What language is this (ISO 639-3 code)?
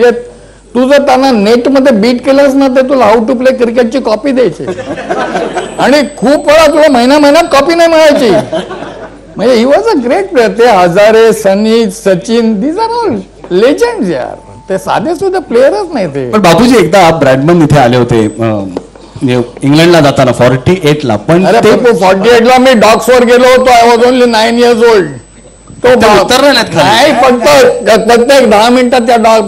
mar